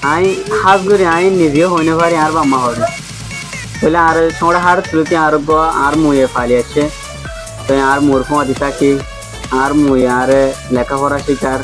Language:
Rohingya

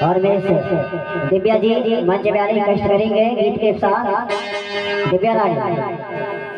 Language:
Chhattisgarhi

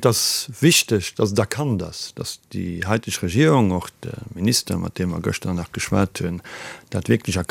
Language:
Luxembourgish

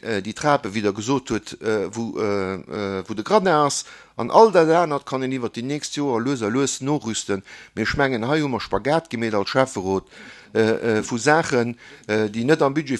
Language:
Luxembourgish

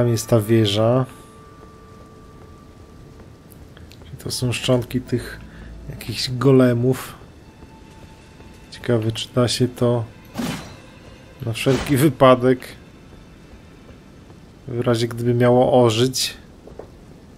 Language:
Polish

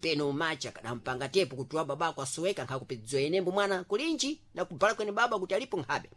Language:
Sena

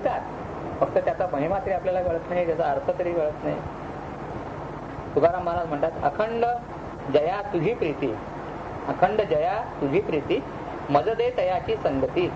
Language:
Marathi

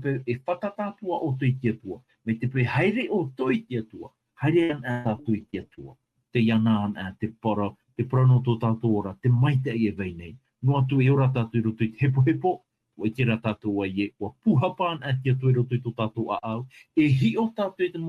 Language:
Tahitian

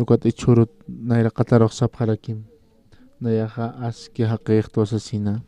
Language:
Aymara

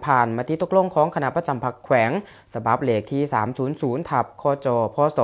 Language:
Lao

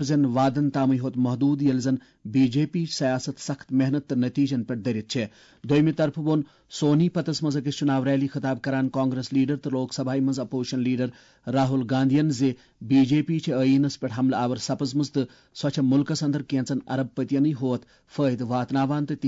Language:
Kashmiri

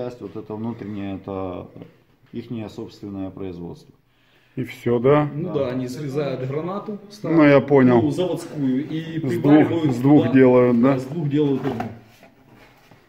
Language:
Russian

